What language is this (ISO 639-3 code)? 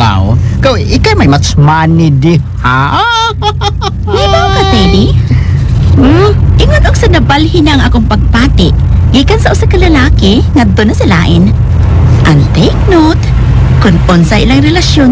ceb